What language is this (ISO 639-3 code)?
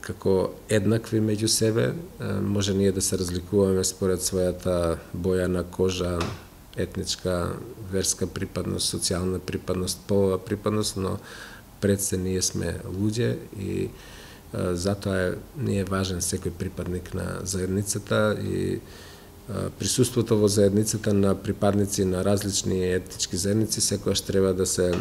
mkd